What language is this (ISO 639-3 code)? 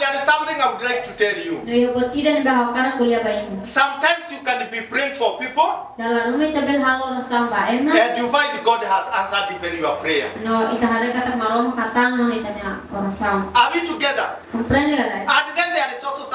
tet